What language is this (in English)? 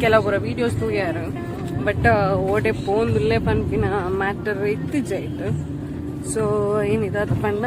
Tulu